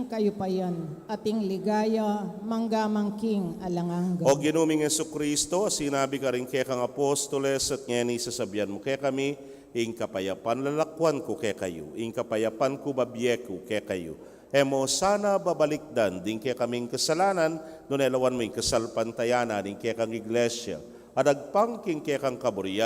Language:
Pampanga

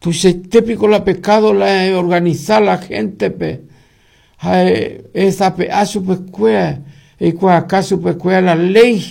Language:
Guarani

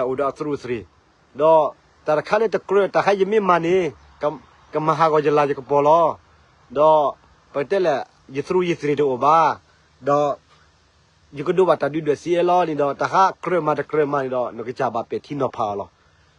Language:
S'gaw Karen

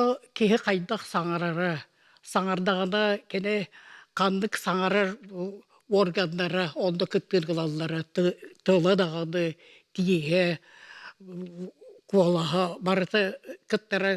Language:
Yakut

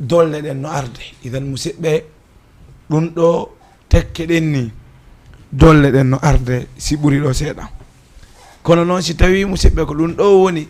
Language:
Fula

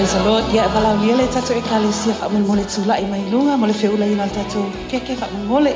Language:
Samoan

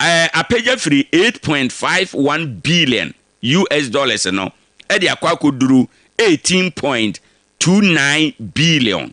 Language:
Akan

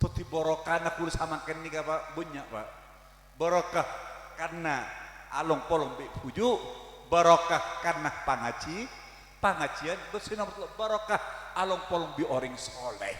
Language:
Madurese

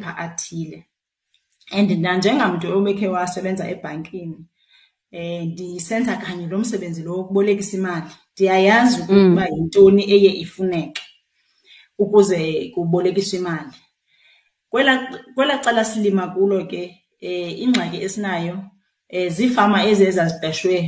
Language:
Xhosa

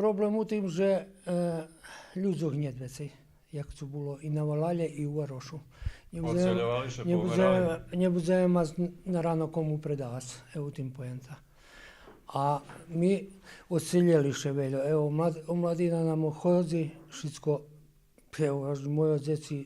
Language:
Rusyn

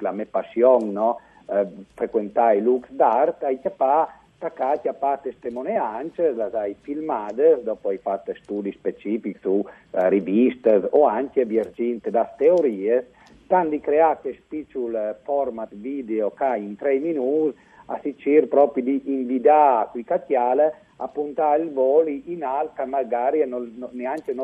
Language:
Friulian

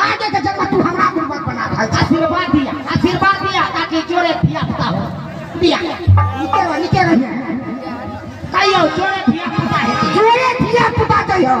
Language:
Maithili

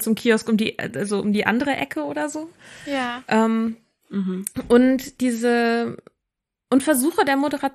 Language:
German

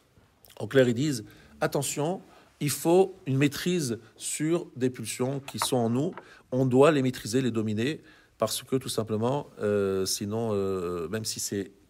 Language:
French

